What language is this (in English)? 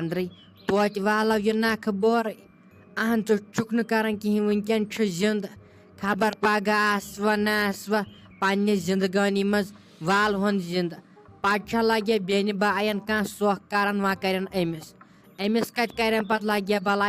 Kashmiri